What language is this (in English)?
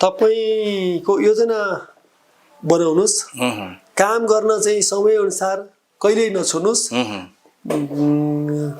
Nepali